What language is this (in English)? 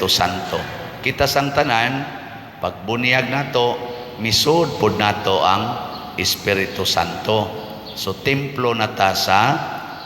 Cebuano